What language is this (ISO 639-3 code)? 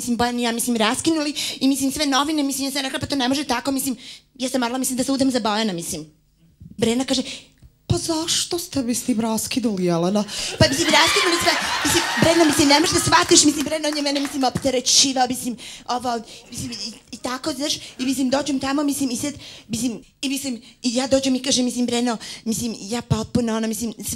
srp